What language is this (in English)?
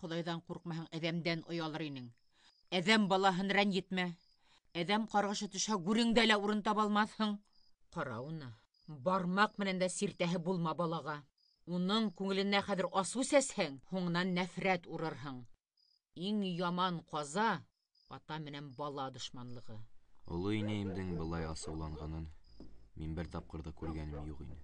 Bashkir